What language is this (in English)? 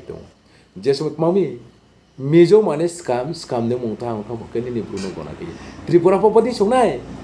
Riang (India)